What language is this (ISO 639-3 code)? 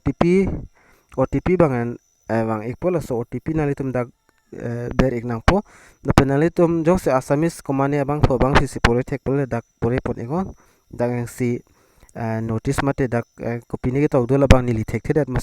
mjw